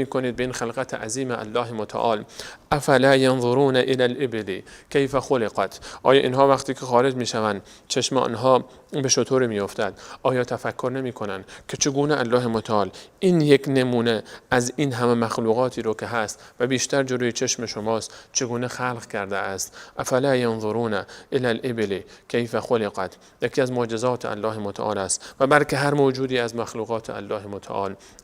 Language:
Persian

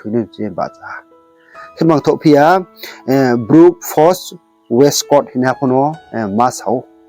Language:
Riang (India)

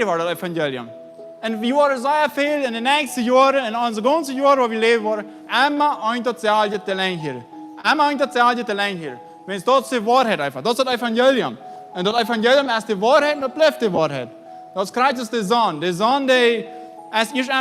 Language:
Plautdietsch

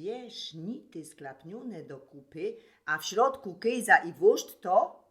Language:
Silesian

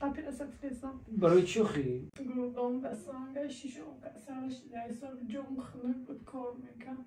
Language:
Tajik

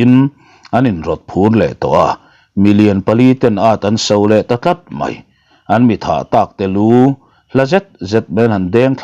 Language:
Mizo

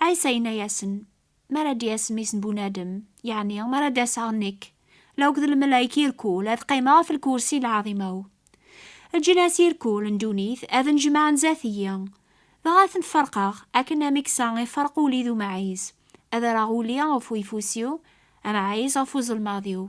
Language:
Kabyle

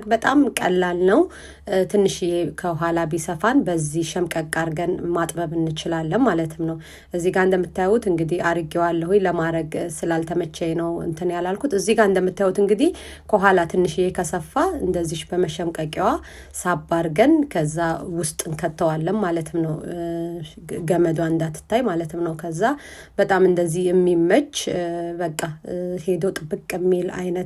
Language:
Amharic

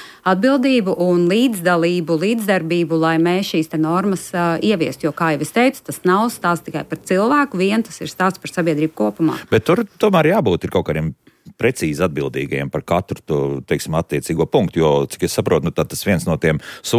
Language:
Latvian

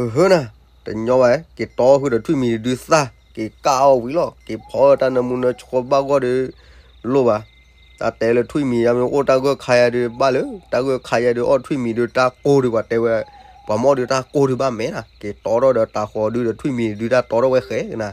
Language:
S'gaw Karen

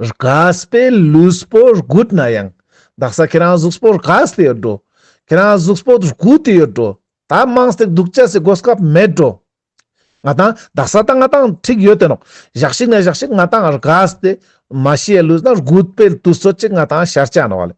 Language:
Ladakhi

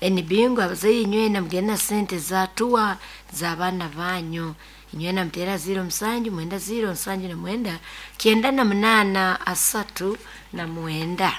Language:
Nyankole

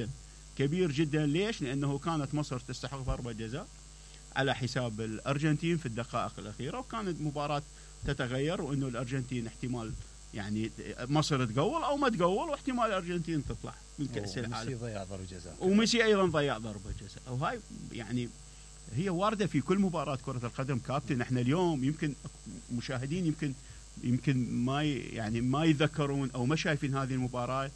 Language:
Mesopotamian Arabic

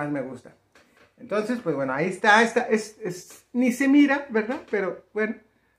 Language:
Spanish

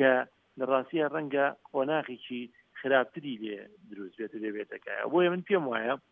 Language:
Central Kurdish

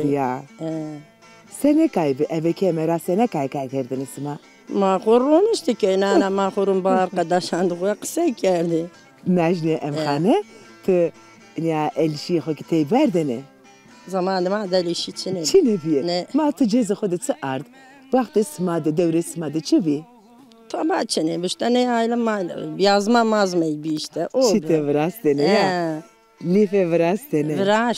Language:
Zaza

